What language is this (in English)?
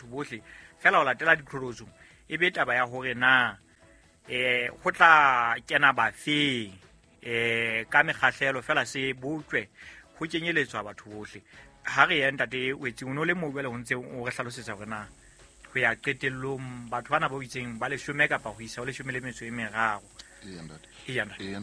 Southern Sotho